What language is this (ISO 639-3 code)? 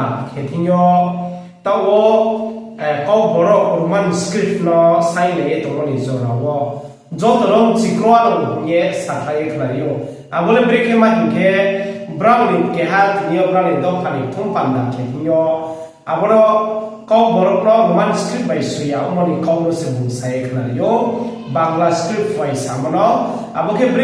ria